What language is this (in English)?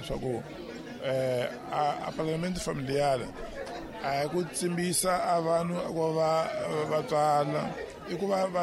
Tsonga